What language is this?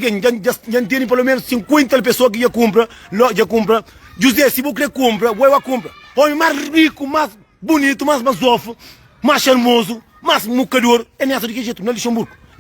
Kabuverdianu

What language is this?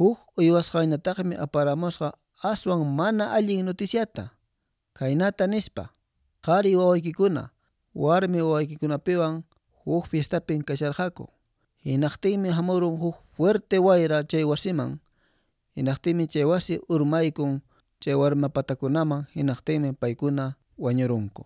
Quechua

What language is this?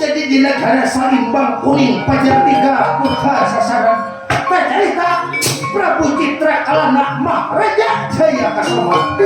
Banjar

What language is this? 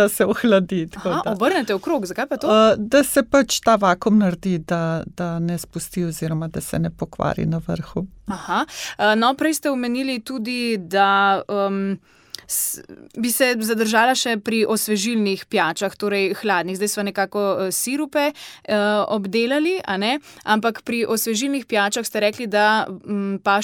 Slovenian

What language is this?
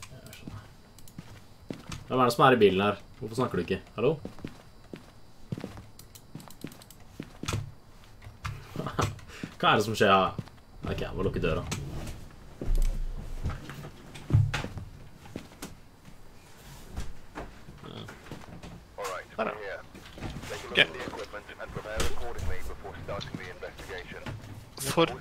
Norwegian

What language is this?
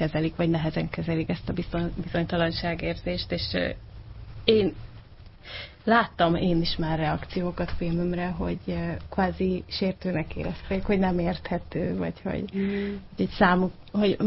Hungarian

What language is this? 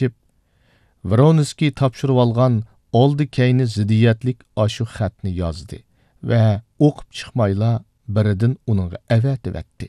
Uyghur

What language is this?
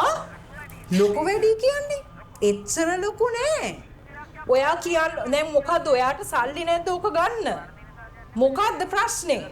Sinhala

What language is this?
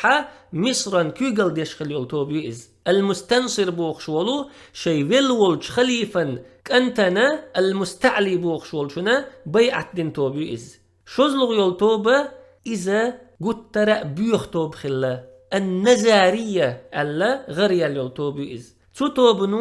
Chechen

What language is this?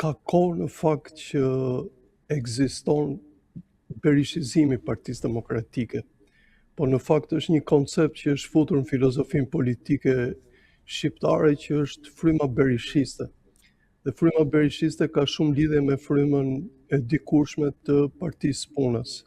Albanian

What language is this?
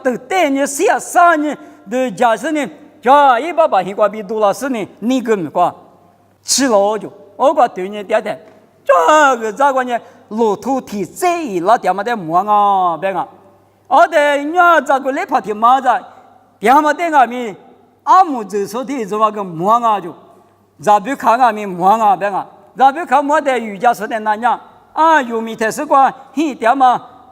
Lisu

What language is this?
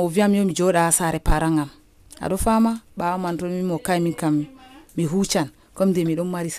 Nigerian Fulfulde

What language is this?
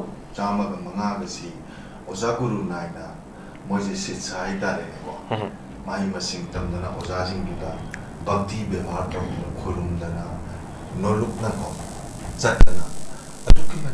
Manipuri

